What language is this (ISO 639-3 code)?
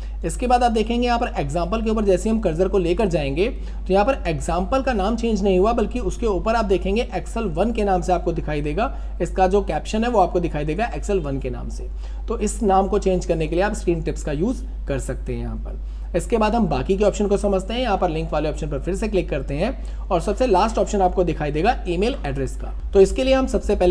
hin